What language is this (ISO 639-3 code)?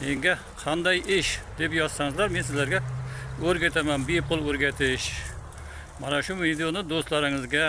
uzb